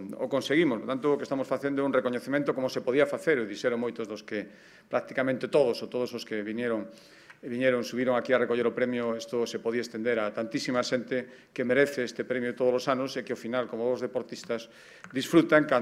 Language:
Galician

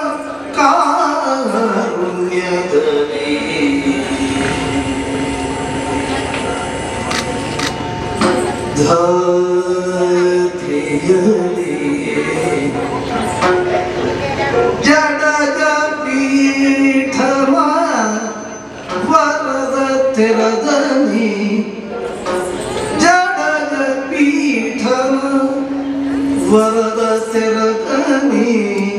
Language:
Kannada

